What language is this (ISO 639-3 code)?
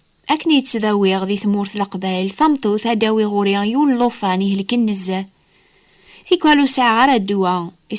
kab